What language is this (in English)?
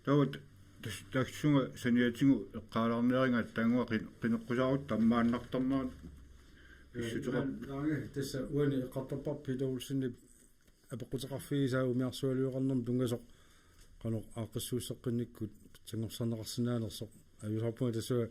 Kalaallisut